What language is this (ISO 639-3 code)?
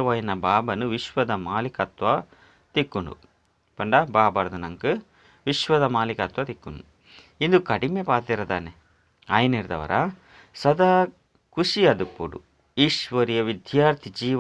tcy